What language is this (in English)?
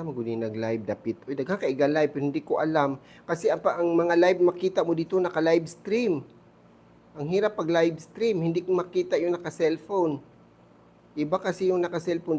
Cebuano